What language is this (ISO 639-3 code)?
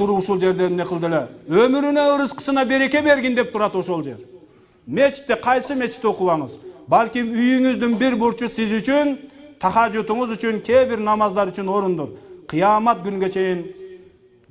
kir